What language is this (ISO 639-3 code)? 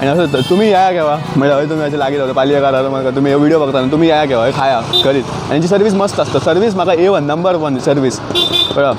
kok